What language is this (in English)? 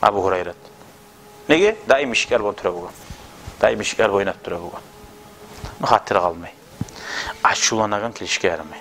Kumyk